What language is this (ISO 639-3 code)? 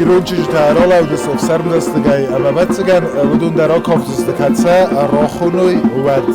oss